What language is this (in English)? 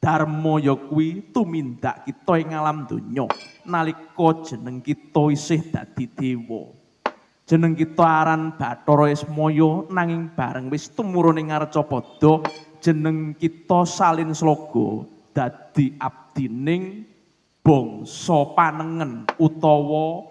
Javanese